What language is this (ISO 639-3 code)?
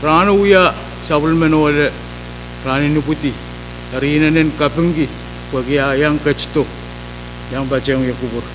pon